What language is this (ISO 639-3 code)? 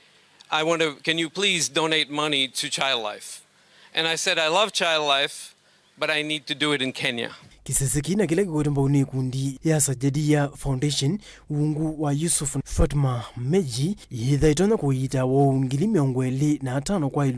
kam